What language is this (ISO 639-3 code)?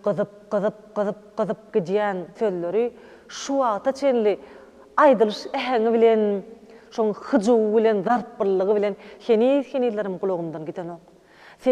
tuk